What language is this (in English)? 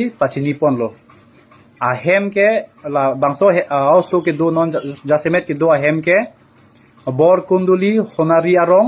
Karbi